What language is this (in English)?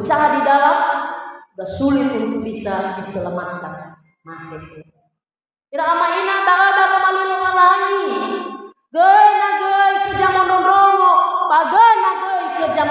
Nias